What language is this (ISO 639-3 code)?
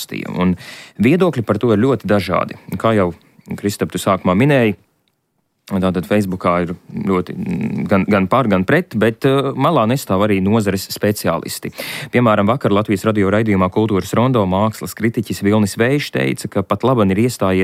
lav